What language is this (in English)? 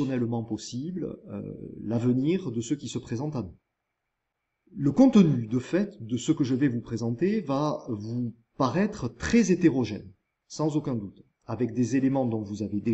French